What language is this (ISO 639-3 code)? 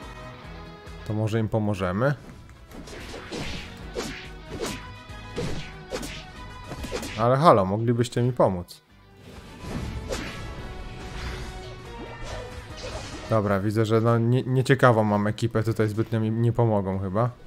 pol